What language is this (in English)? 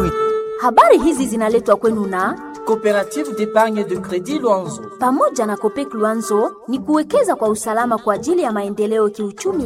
Swahili